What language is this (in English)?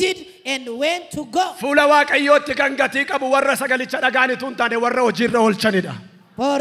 Oromo